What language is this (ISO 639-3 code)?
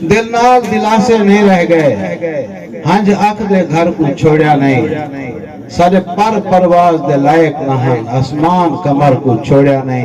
skr